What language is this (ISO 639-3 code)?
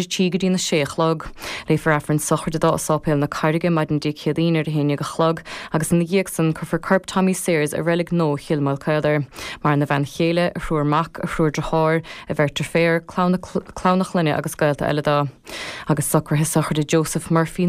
gle